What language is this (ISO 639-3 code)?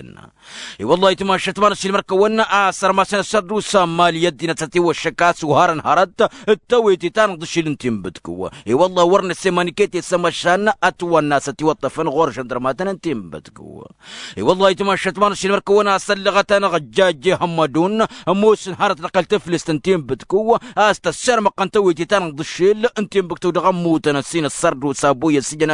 taq